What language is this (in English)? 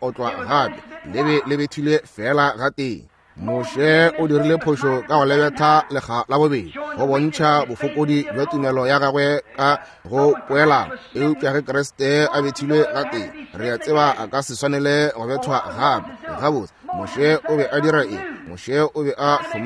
Northern Sotho